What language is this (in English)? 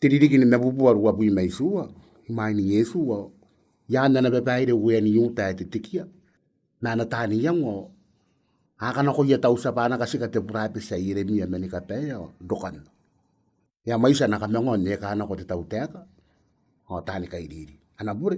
Gilbertese